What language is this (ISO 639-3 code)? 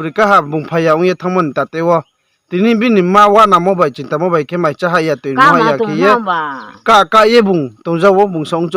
ria